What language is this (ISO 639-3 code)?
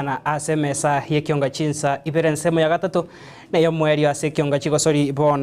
guz